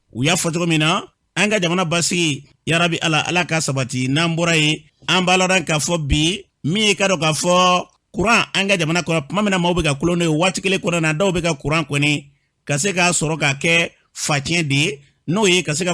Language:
Bambara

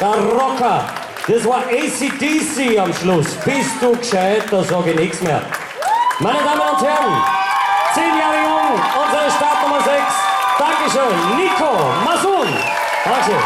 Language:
Bavarian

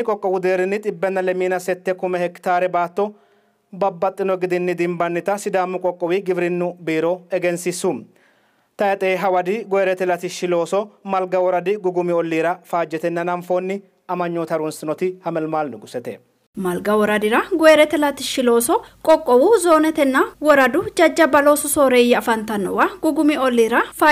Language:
Sidamo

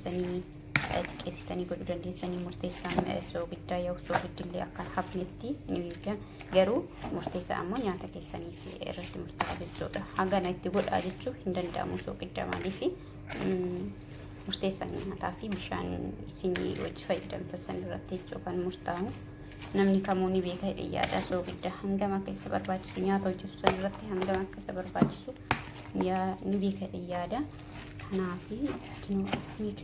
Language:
Oromo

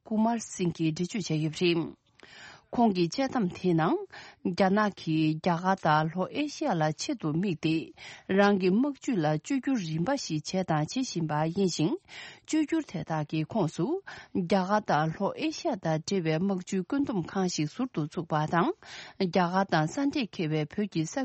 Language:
Tibetan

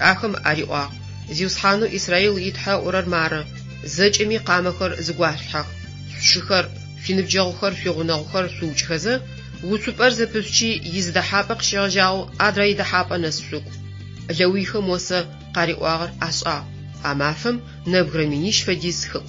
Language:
Adyghe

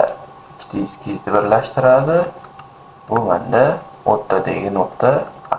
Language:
Uzbek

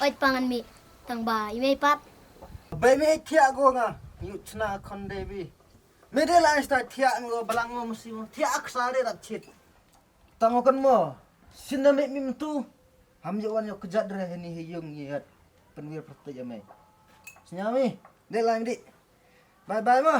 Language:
Khasi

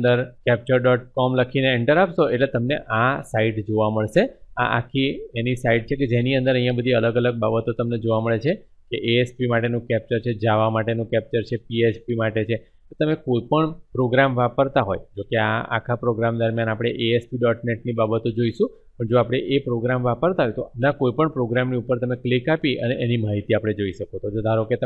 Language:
Gujarati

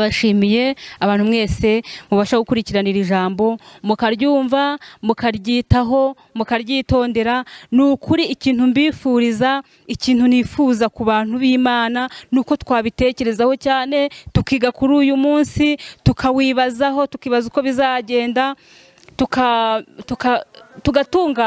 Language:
Kinyarwanda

